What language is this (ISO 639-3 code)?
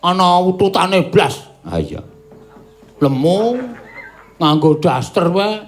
jav